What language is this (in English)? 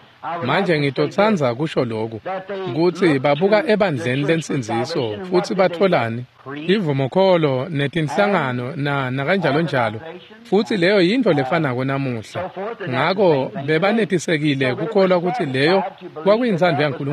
Swati